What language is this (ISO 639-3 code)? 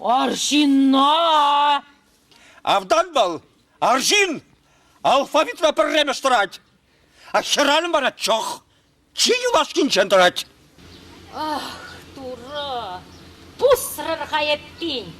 chv